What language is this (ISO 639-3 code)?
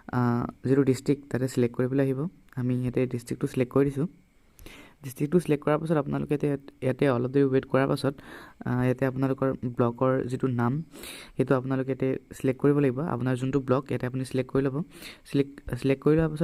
asm